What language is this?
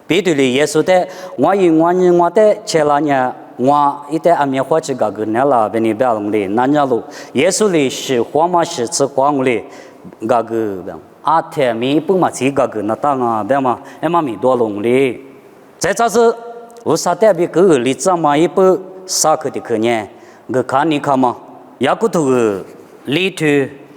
Lisu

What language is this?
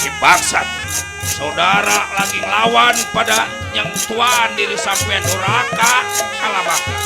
Betawi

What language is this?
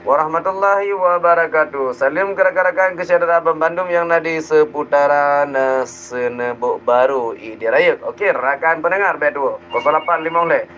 Achinese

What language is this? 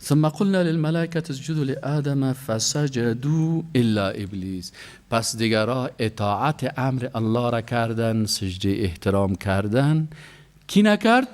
Persian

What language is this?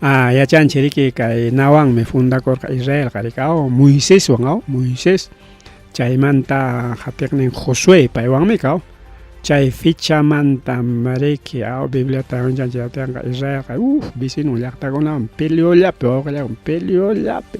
Ayacucho Quechua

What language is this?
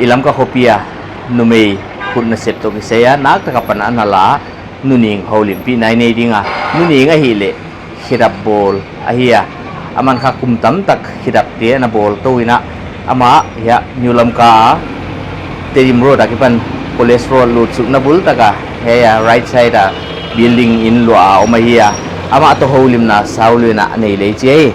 Paite Chin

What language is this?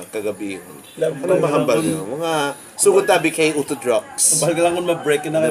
Hiligaynon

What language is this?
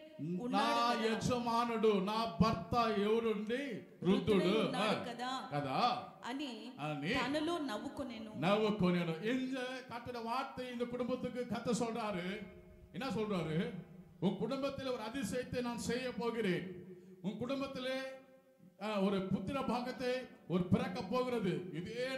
Tamil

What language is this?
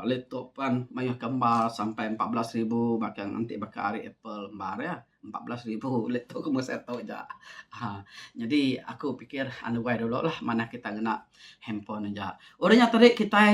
Iban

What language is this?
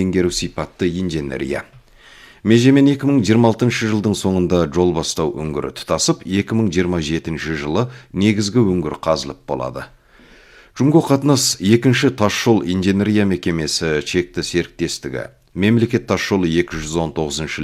Kazakh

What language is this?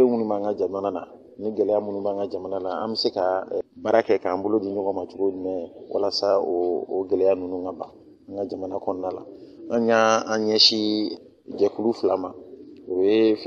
Bambara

